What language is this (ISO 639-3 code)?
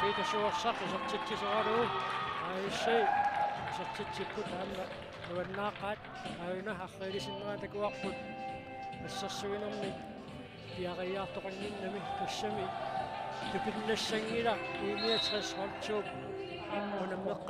kal